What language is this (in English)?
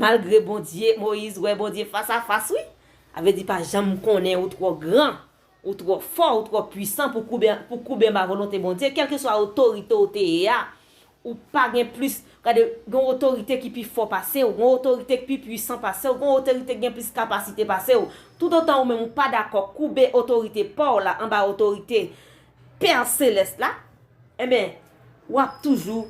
Haitian Creole